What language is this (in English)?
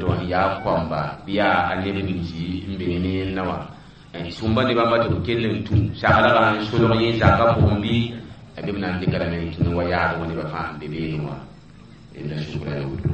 Mossi